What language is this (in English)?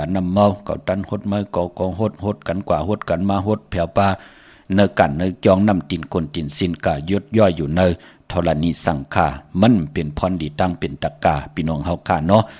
Shan